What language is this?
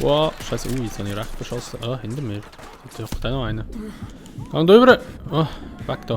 Swiss German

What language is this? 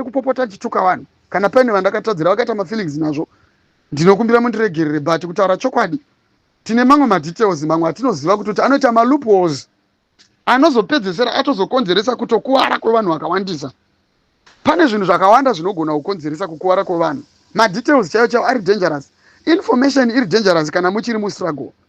Shona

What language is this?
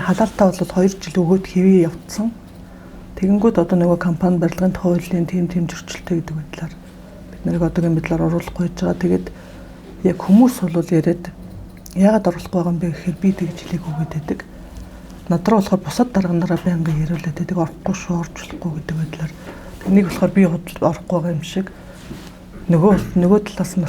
Mongolian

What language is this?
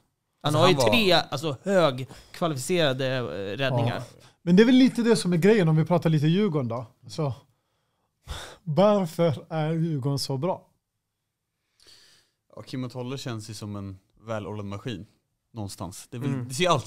Swedish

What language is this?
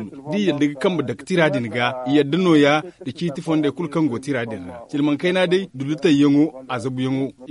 Zarma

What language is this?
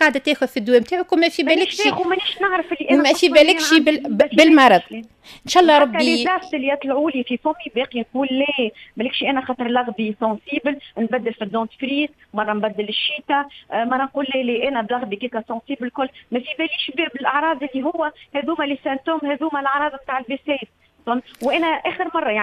Tunisian Arabic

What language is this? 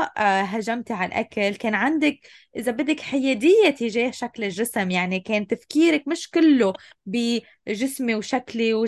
North Levantine Arabic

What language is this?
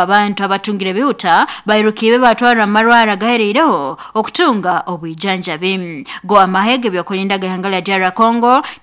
Nyoro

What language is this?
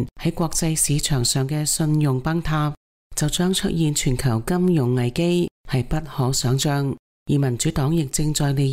Cantonese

